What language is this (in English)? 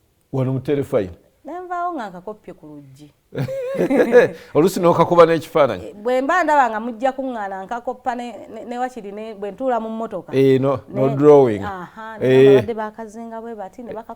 Ganda